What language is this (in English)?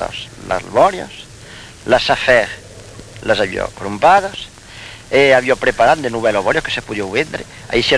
Occitan